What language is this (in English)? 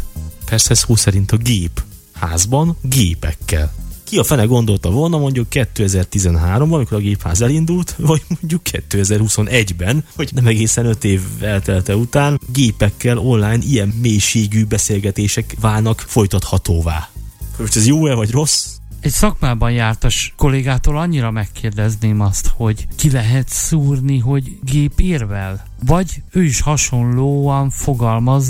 Hungarian